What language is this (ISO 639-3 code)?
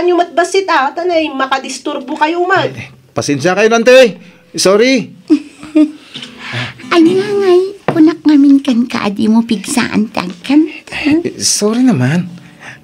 ilo